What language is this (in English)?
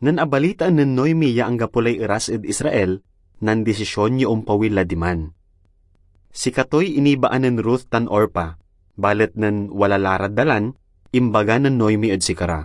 Pangasinan